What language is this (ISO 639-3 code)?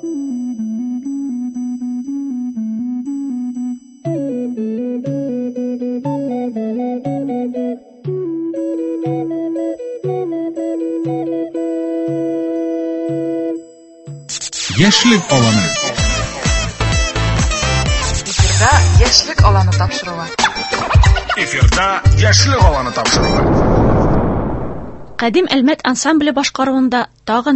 tat